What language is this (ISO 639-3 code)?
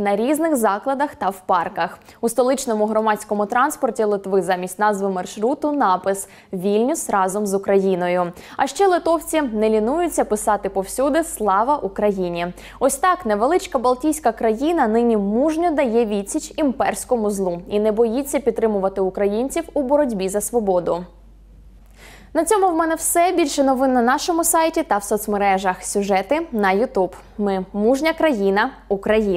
ukr